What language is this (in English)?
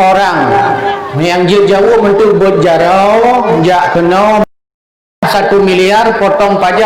Achinese